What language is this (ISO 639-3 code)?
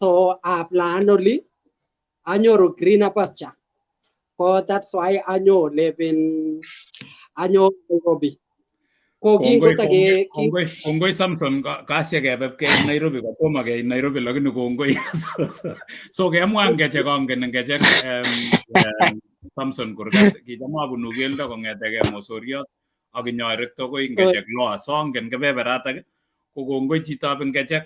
kln